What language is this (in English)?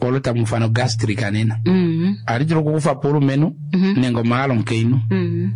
Kuanyama